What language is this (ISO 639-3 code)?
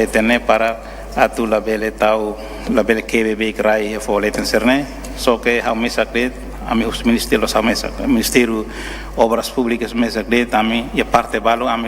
tet